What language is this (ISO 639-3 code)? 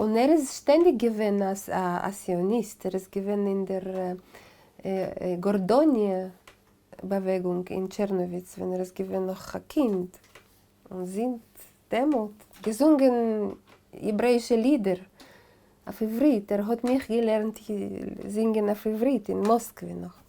yid